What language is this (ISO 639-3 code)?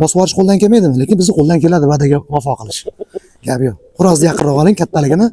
uzb